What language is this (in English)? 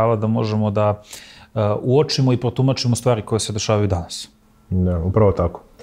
Serbian